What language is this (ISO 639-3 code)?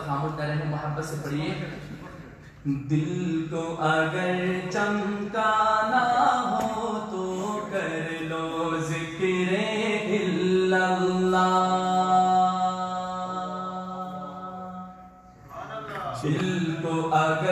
urd